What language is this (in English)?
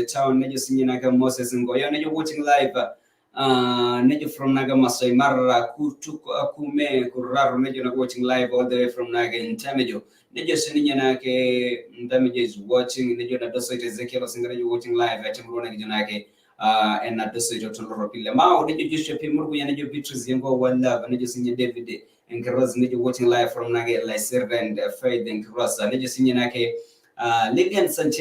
Masai